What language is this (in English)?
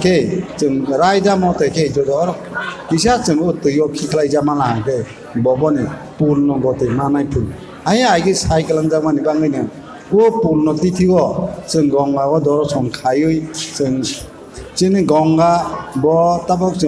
Kok Borok